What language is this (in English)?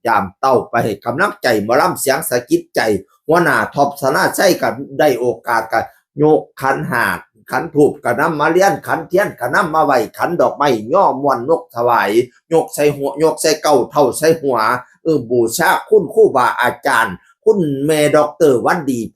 Northeastern Thai